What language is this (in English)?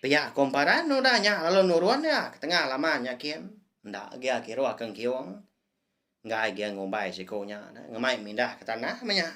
Iban